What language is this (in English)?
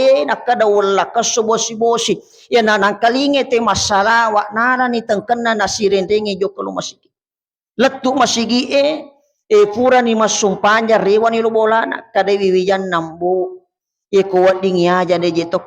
Buginese